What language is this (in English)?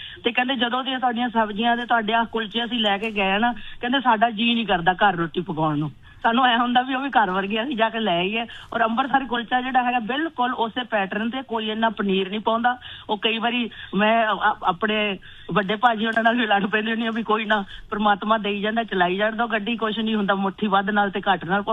Punjabi